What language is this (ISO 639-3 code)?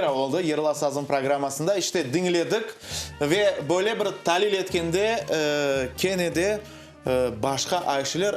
crh